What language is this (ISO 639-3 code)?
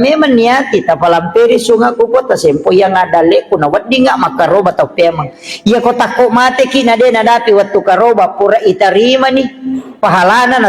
bug